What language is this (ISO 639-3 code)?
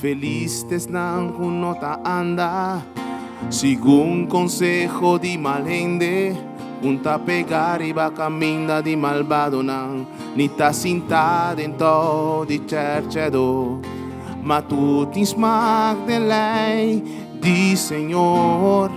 pap